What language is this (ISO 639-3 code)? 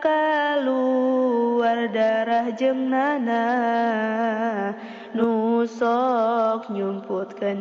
sun